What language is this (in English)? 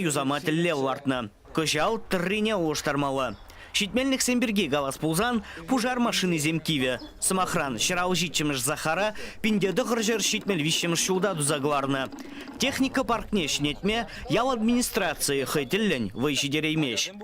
Chuvash